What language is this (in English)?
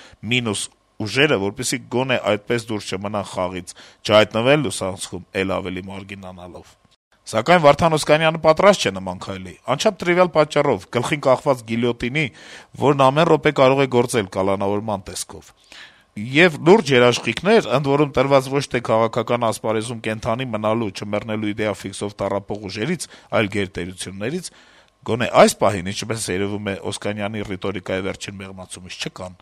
Armenian